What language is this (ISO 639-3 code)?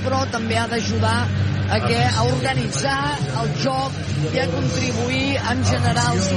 cat